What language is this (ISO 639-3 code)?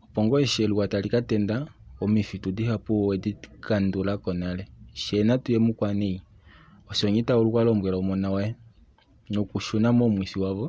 kua